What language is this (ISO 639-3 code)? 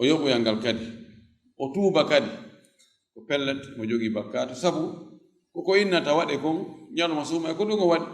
ful